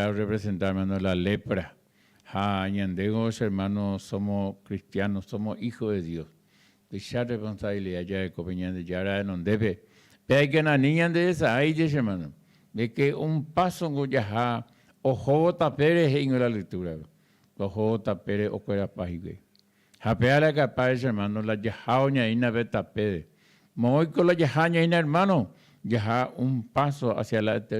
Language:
Guarani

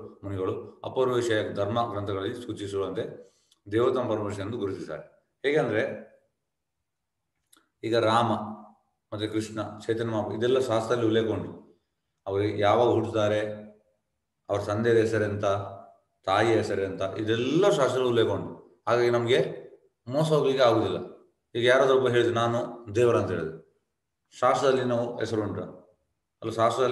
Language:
Kannada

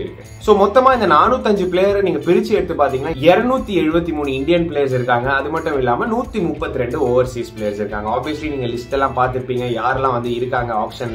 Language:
Tamil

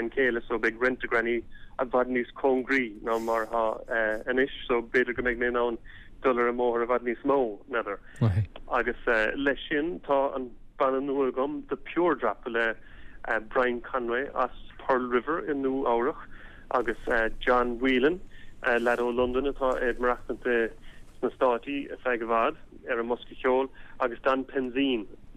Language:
Irish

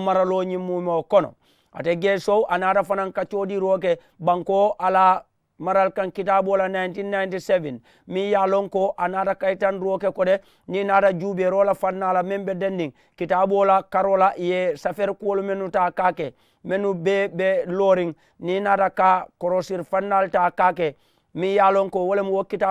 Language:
Mandingo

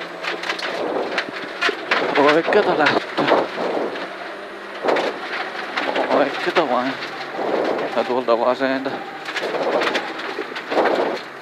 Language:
Finnish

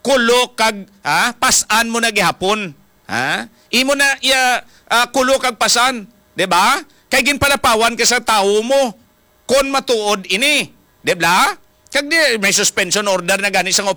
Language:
Hiligaynon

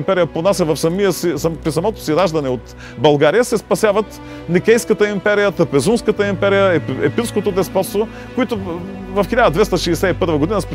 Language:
Bulgarian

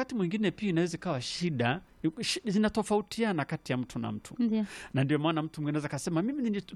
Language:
Swahili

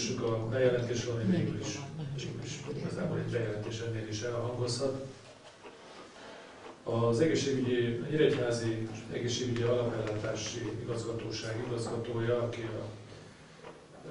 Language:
Hungarian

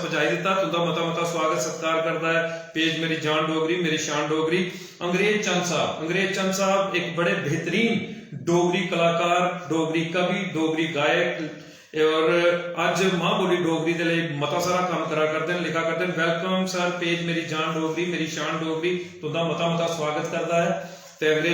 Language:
Dogri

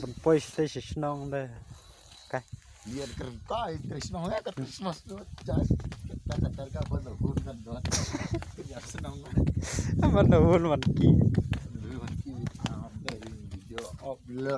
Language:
Khasi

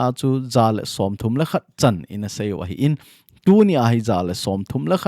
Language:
Thado Chin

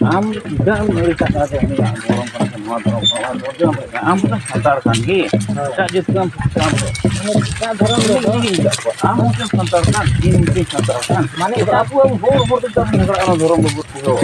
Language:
Santali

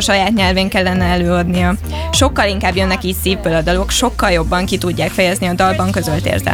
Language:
Hungarian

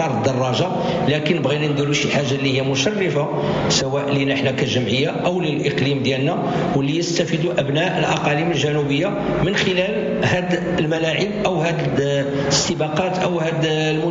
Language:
Moroccan Arabic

